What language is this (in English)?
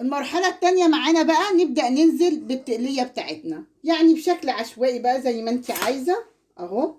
Egyptian Arabic